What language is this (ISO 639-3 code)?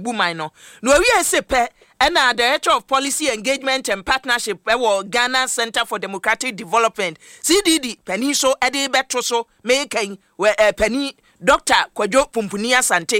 aka